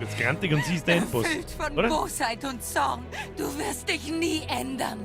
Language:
Bavarian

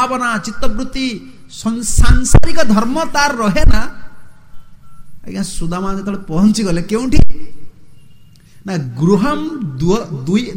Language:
Odia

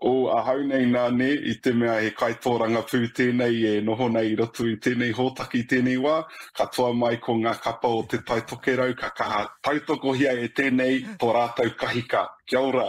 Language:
Māori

